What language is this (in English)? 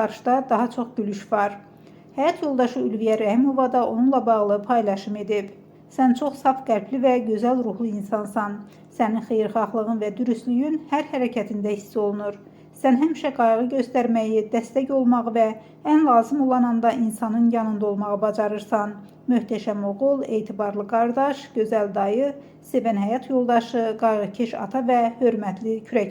Azerbaijani